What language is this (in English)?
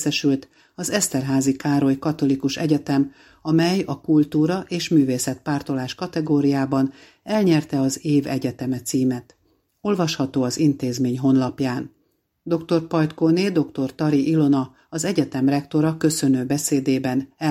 Hungarian